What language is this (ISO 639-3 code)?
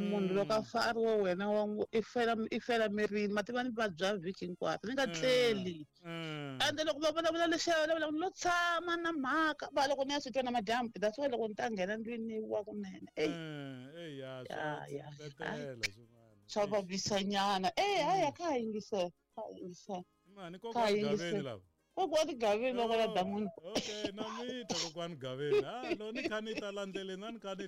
tso